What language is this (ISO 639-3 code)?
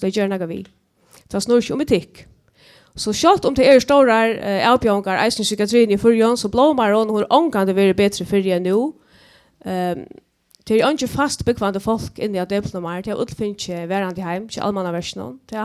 fao